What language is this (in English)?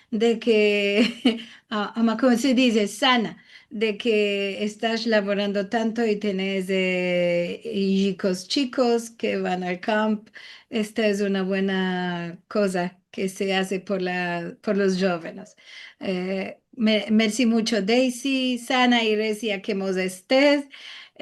Ladino